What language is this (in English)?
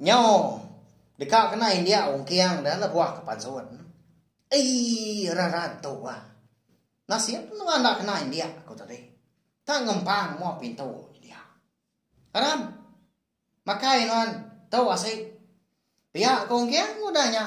Iban